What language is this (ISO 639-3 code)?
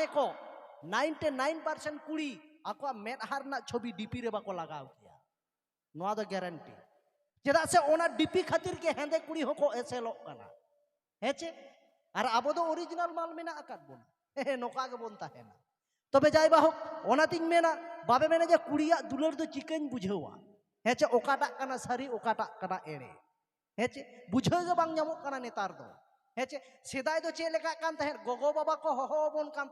sat